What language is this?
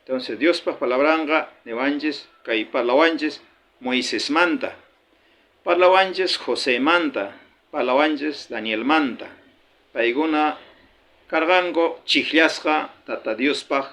South Bolivian Quechua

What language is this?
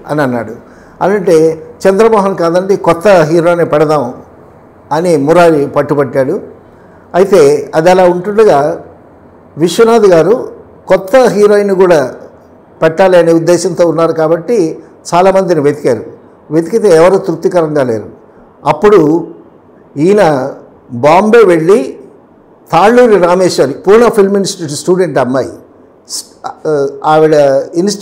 Telugu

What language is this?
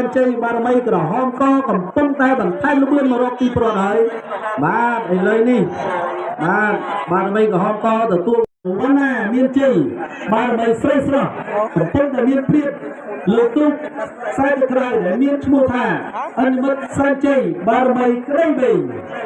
Khmer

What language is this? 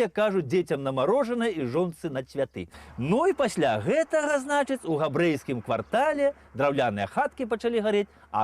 Belarusian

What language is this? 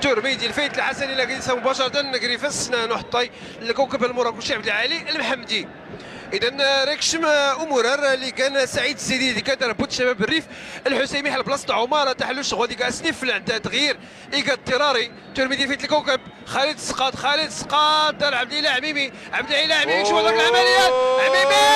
Moroccan Arabic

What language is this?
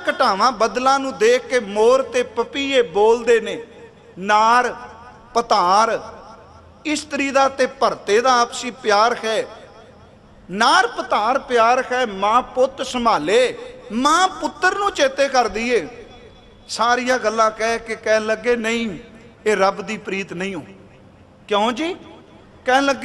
Punjabi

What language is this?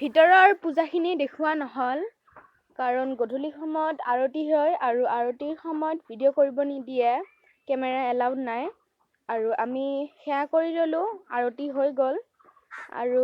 Assamese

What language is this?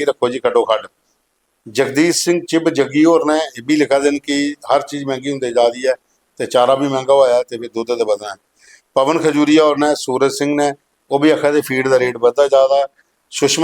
Dogri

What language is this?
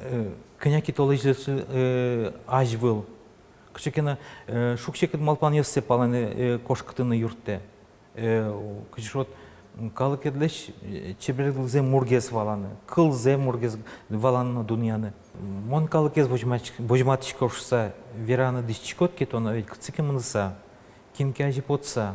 Udmurt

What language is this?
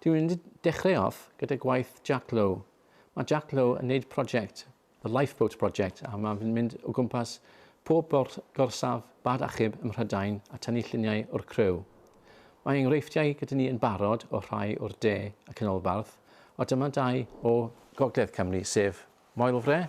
Welsh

